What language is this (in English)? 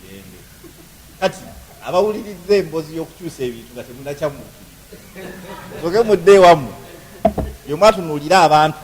Ganda